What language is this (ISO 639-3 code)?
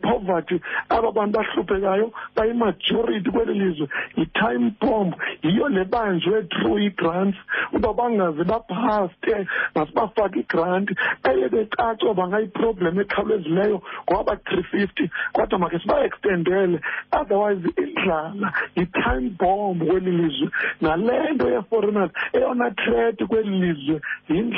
xho